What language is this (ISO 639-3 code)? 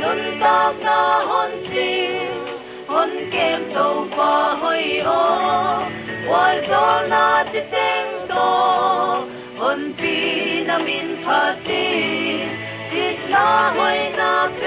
pck